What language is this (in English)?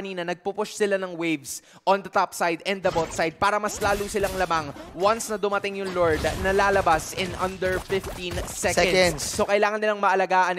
Filipino